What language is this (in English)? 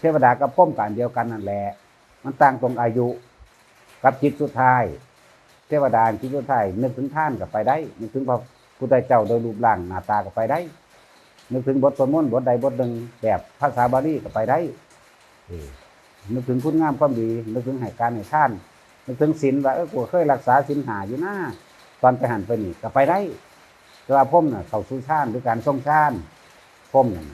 Northeastern Thai